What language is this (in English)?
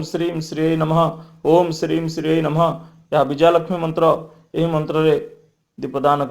Odia